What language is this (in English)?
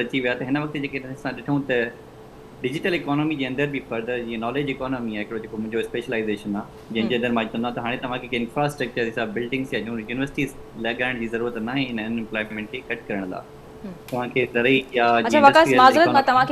Sindhi